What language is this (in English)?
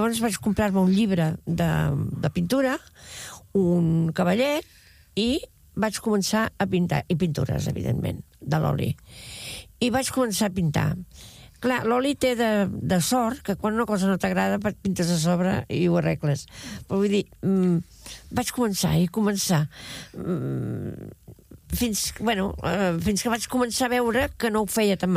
Catalan